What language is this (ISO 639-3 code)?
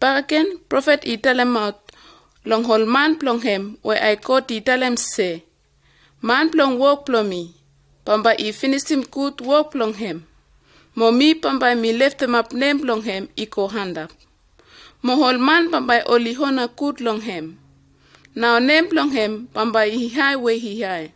bis